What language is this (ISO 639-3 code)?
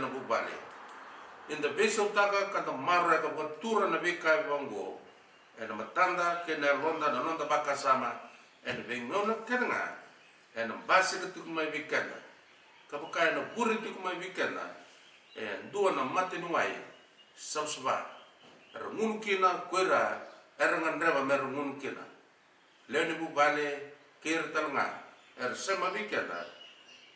fij